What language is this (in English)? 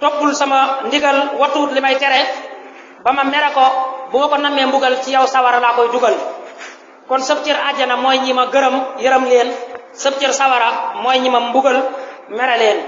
Wolof